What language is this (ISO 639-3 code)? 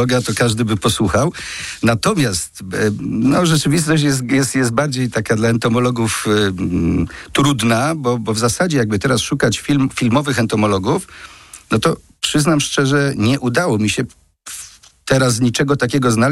pol